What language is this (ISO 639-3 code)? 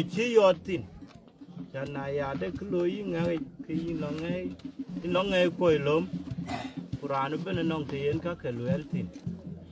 din